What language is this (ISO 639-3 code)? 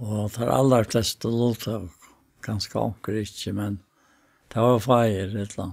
fao